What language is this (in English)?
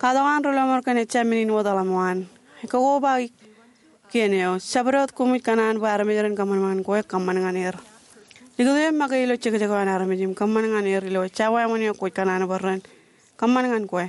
Marshallese